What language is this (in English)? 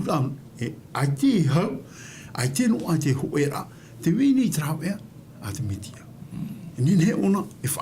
Tahitian